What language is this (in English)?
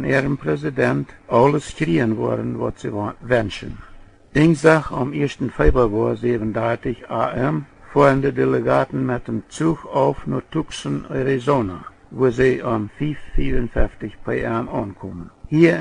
Plautdietsch